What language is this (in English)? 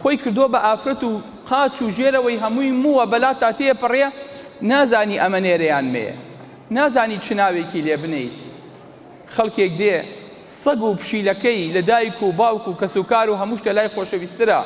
Central Kurdish